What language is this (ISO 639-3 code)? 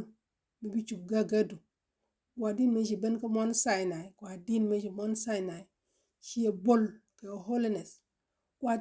nus